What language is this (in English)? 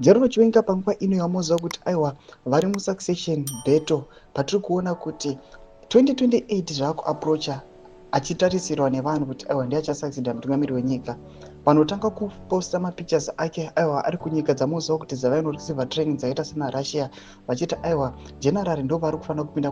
Shona